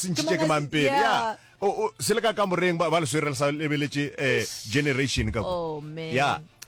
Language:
Northern Sotho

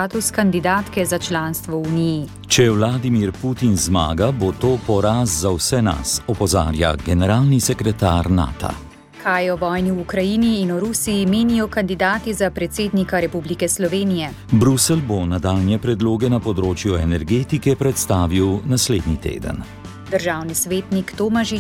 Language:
Slovenian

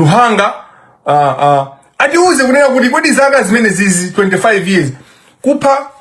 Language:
Nyanja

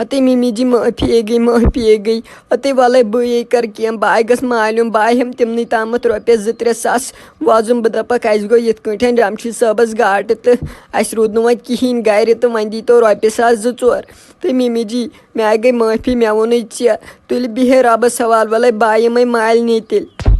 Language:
Kashmiri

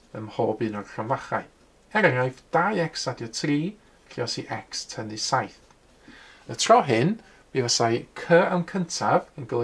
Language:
Welsh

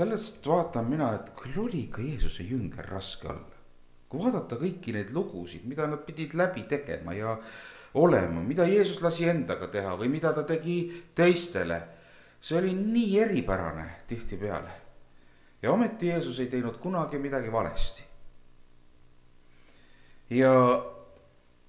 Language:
Estonian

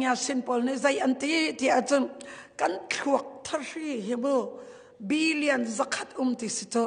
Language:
Hakha Chin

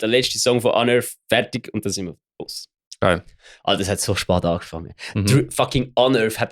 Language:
Swiss German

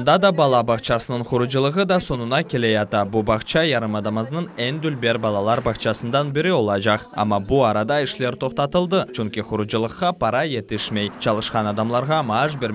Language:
Crimean Tatar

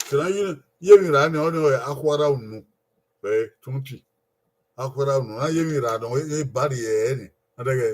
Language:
Bini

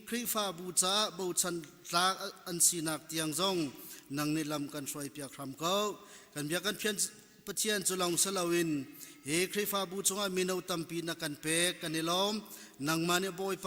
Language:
Hakha Chin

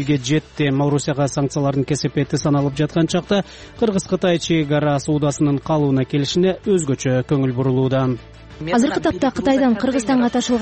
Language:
Kyrgyz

